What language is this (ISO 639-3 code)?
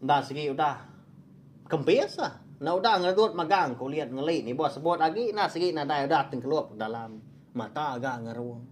iba